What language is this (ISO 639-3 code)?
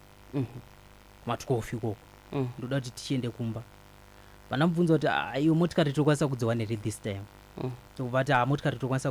sna